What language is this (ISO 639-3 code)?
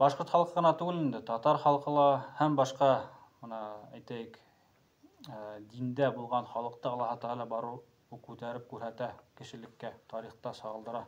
bak